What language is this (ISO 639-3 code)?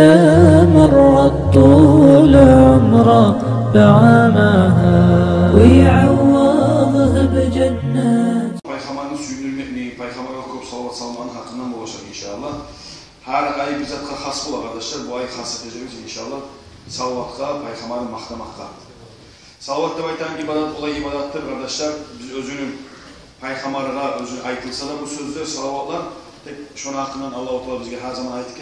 kum